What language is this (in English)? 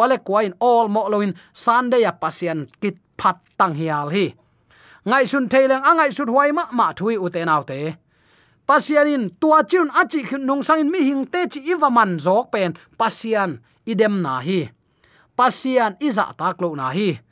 Tedim Chin